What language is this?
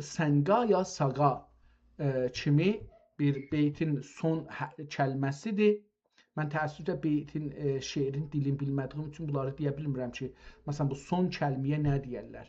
South Azerbaijani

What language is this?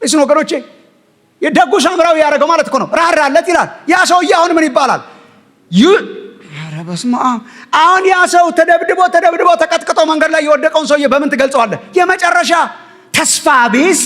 Amharic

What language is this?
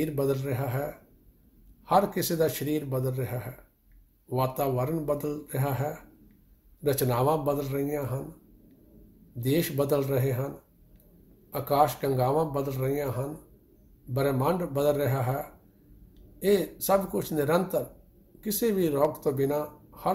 Punjabi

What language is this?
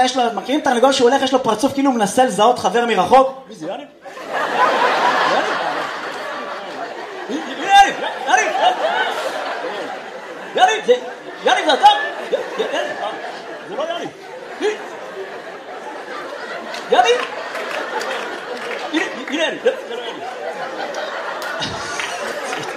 Hebrew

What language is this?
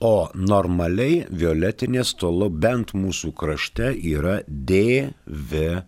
Lithuanian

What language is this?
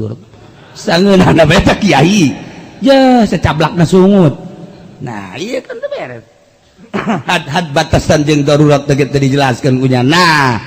Sundanese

